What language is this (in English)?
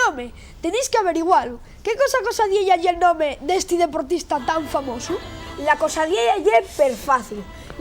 Asturian